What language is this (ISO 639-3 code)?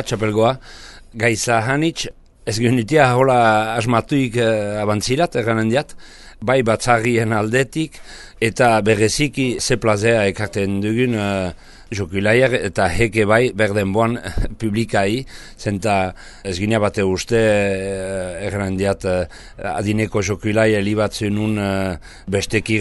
eus